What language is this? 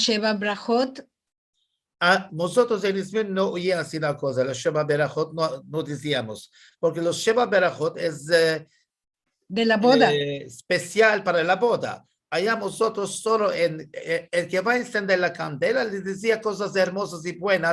Ladino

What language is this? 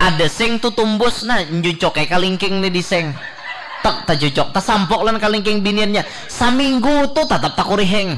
Banjar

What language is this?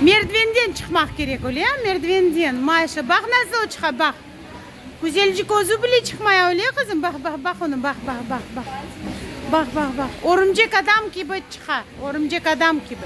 Crimean Tatar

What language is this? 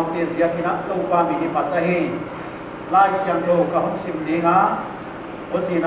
Paite Chin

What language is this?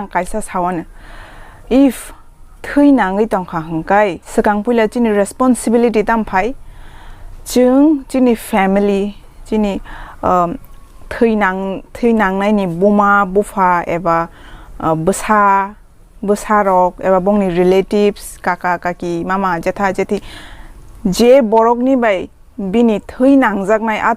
Kok Borok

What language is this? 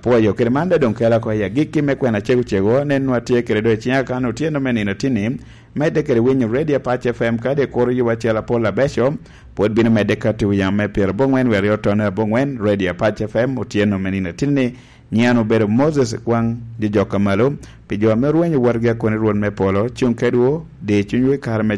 Lango (Uganda)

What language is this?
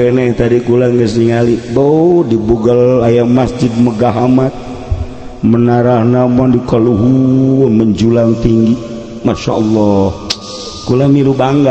Sundanese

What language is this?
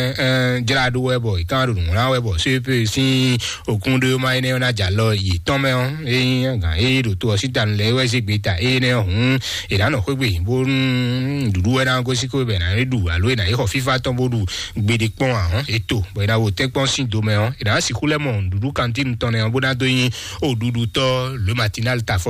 Fon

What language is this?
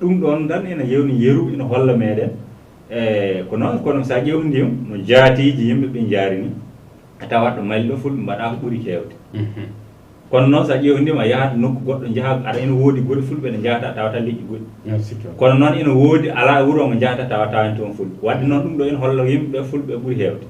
Fula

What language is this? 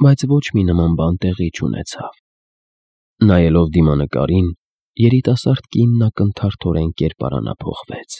Armenian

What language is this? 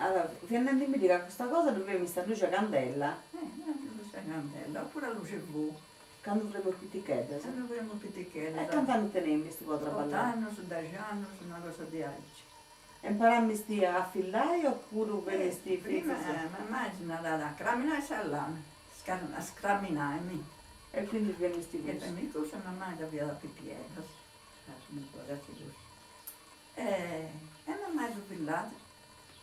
Sardinian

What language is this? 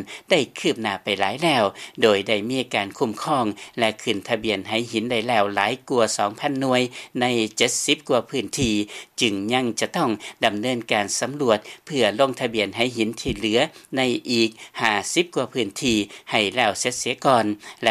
Lao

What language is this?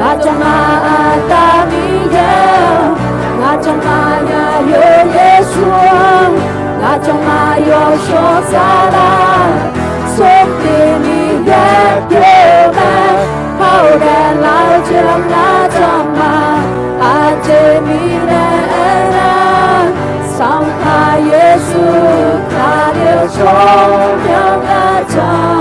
Akha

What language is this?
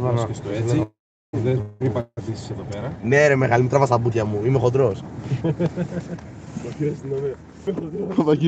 Greek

